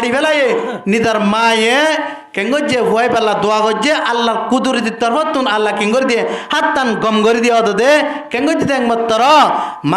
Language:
Rohingya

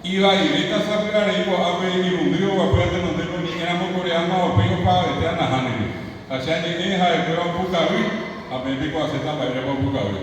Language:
Guarani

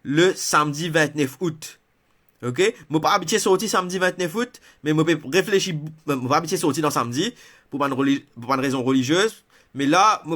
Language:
Morisyen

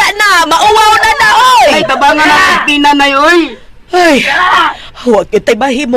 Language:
Cebuano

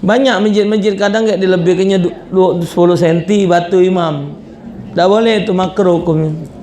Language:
Musi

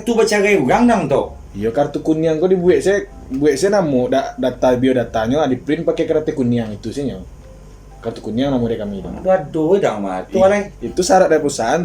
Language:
Minangkabau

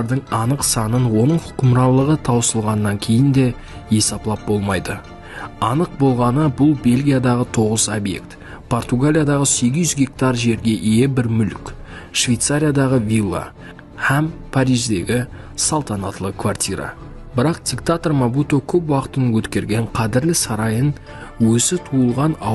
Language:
Kara-Kalpak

